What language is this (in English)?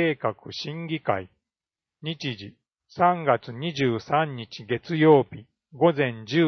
Japanese